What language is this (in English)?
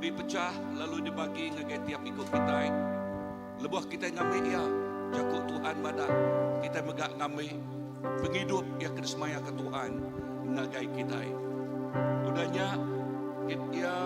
Iban